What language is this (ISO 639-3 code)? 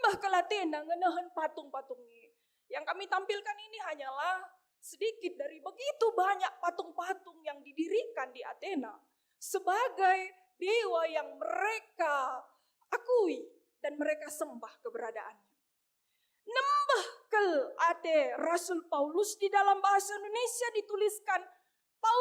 btx